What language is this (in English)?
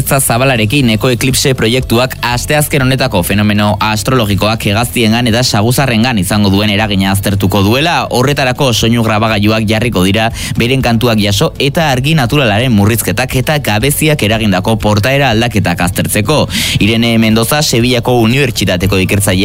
Basque